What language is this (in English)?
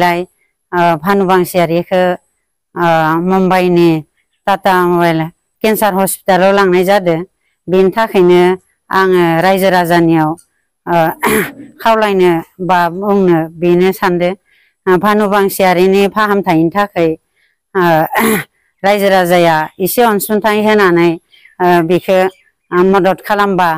Bodo